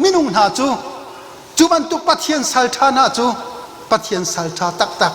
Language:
Hakha Chin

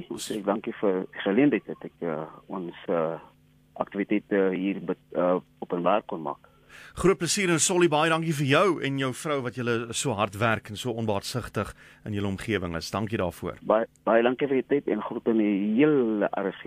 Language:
Afrikaans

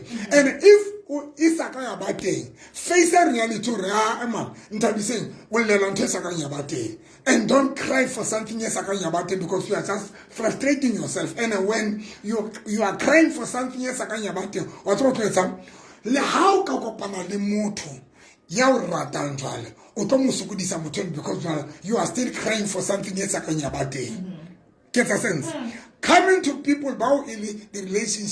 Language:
Southern Sotho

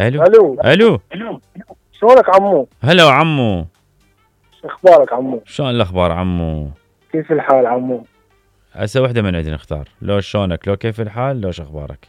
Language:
Mesopotamian Arabic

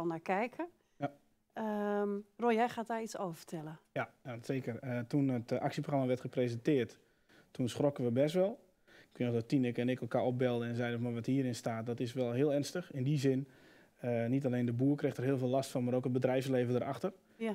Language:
Dutch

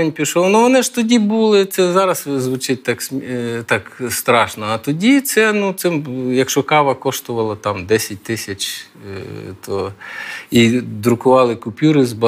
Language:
Ukrainian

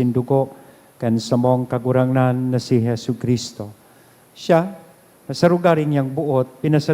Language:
Bikol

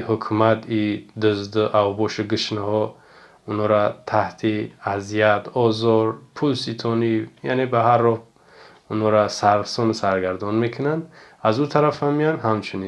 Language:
Tajik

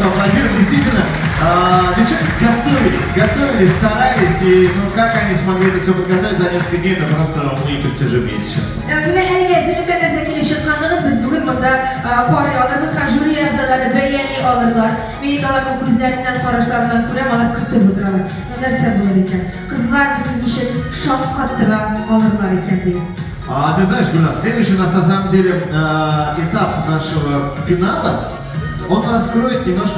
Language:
Tatar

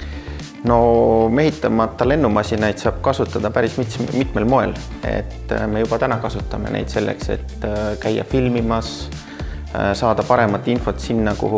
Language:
Estonian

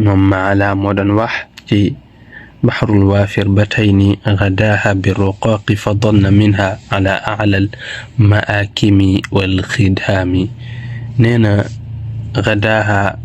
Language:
Wolof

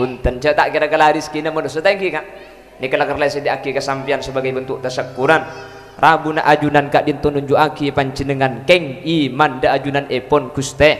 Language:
Madurese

